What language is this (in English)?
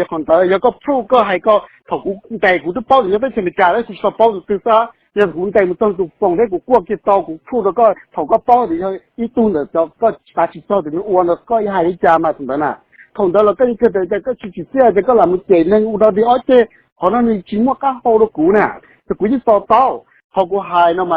Hmong